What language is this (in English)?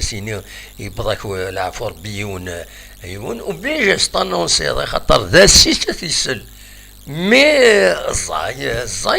Kabyle